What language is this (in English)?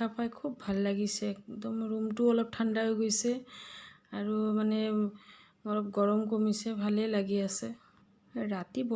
Assamese